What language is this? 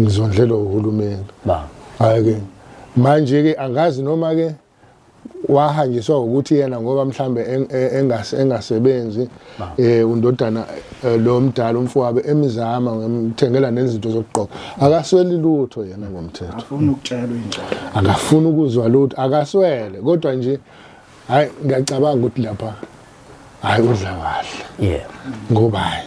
Zulu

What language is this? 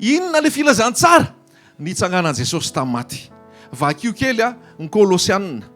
Malagasy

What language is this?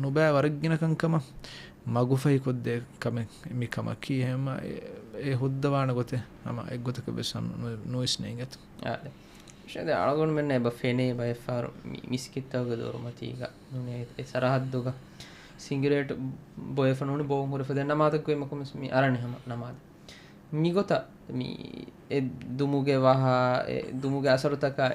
Divehi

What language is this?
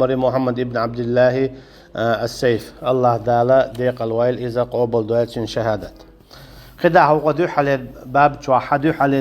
Chechen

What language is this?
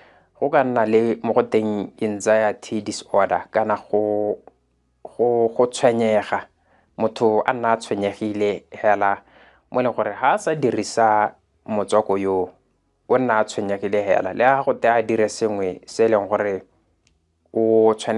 Tswana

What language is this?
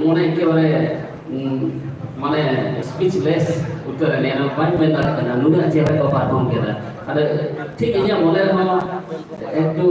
Santali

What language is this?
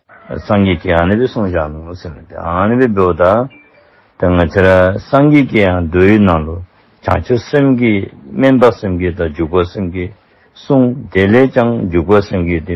Dzongkha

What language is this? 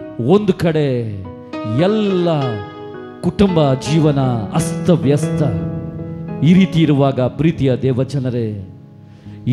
Kannada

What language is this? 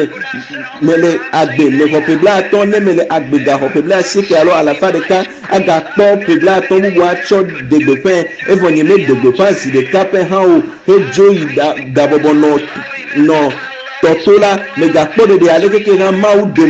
Ewe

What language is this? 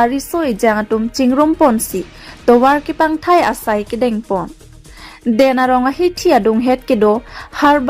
Karbi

